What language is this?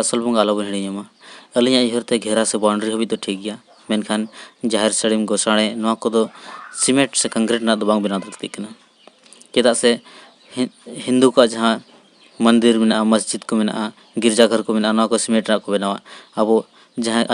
Santali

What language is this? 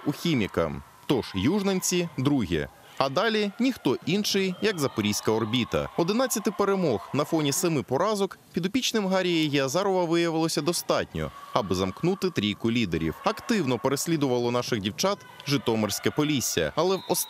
Ukrainian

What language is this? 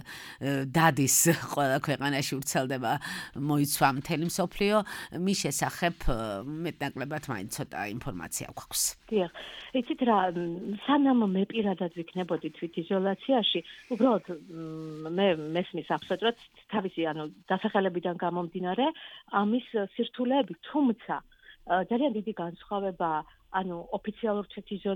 Georgian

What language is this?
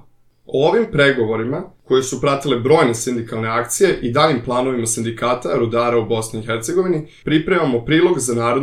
Serbian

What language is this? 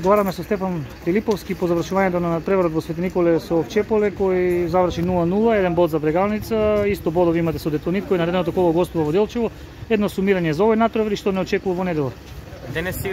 Macedonian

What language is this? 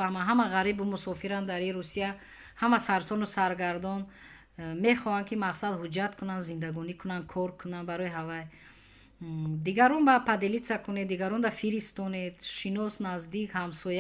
Tajik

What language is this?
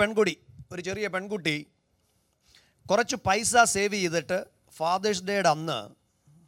Malayalam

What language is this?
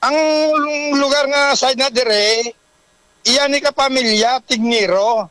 Hiligaynon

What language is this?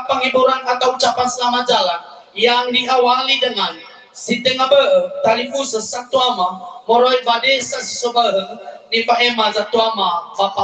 Nias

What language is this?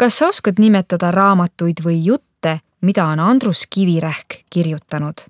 Estonian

